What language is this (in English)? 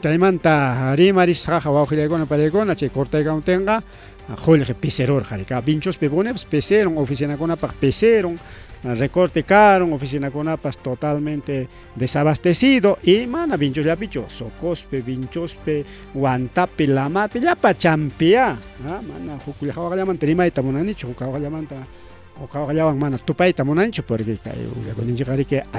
Ayacucho Quechua